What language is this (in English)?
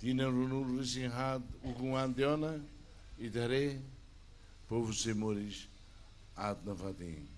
Tetum